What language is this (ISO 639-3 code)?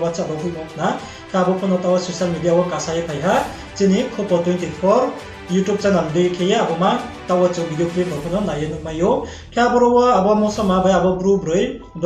ria